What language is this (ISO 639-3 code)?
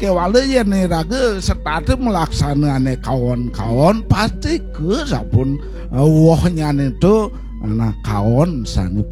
ban